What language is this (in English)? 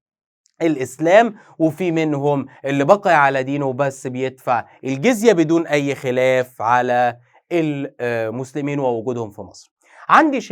Egyptian Arabic